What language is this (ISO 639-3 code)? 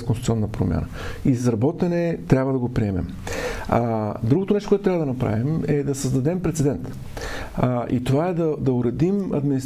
bul